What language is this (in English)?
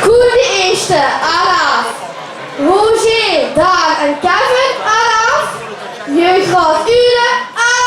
Limburgish